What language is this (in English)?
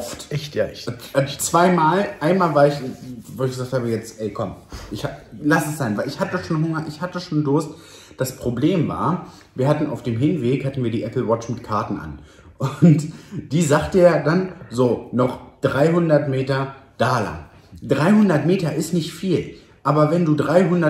German